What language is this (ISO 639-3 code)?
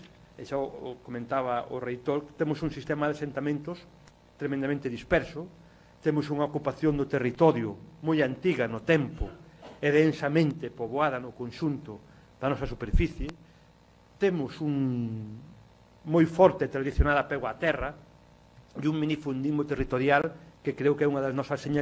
glg